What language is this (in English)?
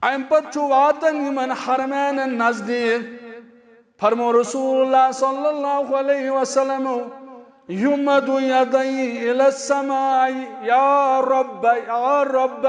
Kashmiri